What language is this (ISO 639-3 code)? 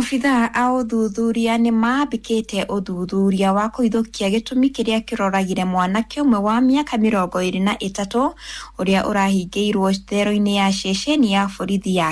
kik